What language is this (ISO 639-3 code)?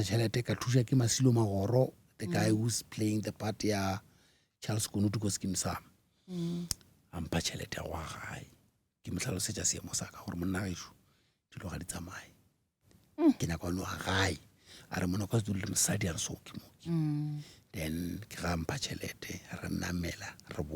nso